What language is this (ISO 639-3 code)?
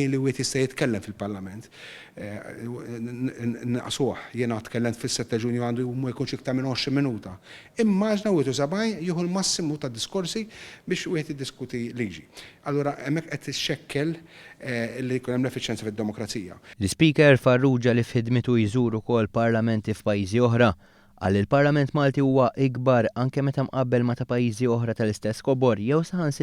mlt